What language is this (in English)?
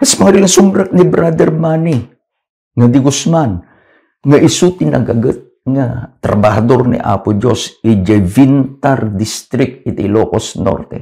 Iloko